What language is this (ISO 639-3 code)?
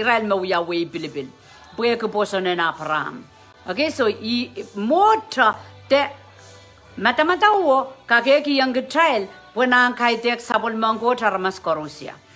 pon